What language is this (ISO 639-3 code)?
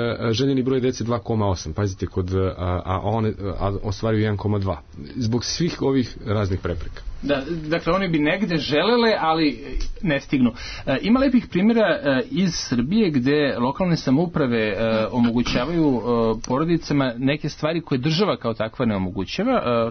srp